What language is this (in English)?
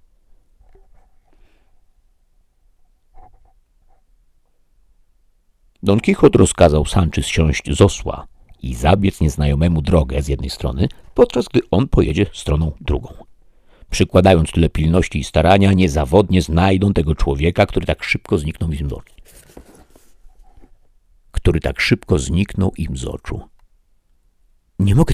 Polish